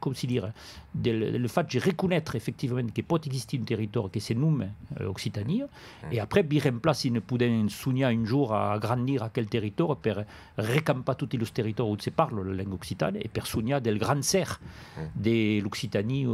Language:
Occitan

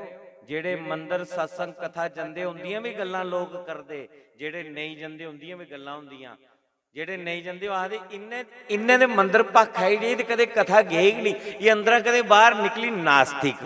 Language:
Dogri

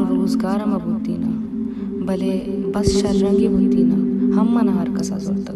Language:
Baluchi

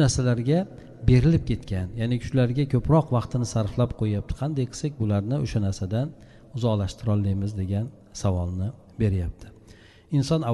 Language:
Uzbek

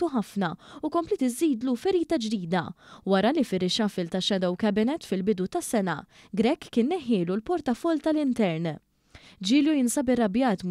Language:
Maltese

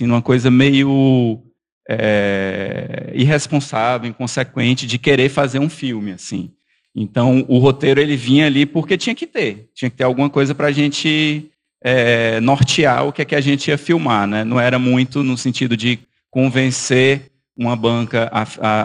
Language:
Portuguese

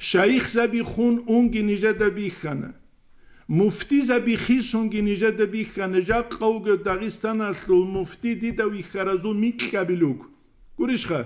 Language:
Avaric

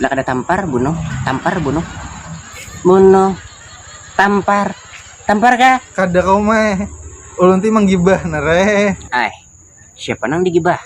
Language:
Banjar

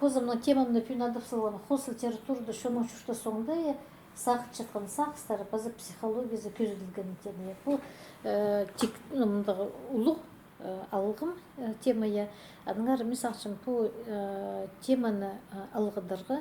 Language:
Khakas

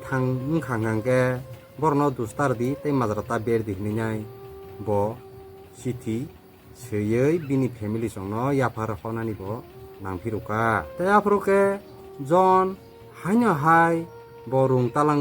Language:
Kok Borok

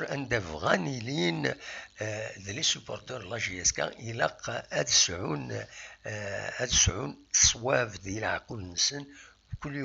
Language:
Kabyle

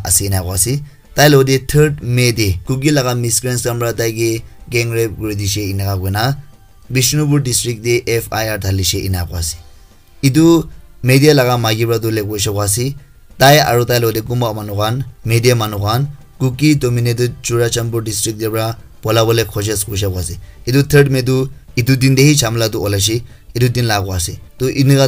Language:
Naga Pidgin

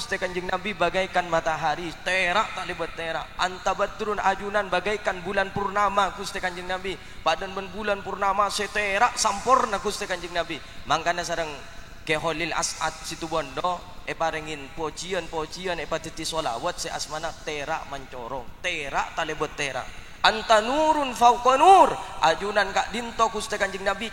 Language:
Madurese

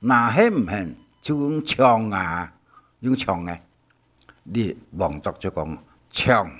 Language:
Hakka Chinese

